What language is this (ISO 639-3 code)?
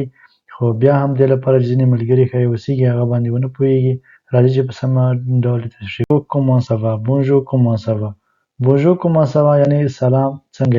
pus